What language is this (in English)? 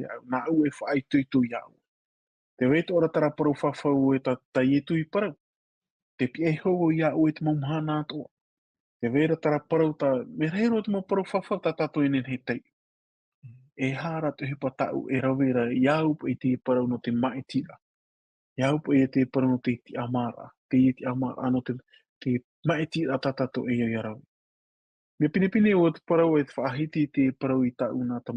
Tahitian